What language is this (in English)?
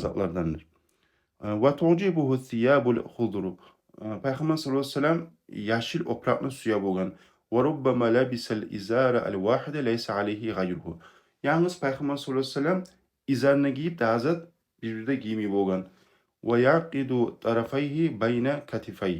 Kumyk